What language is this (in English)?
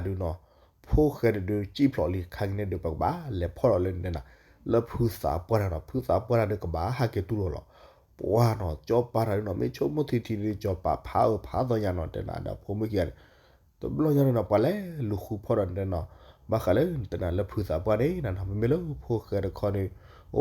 S'gaw Karen